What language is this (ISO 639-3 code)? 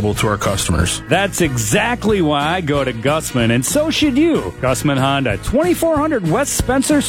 eng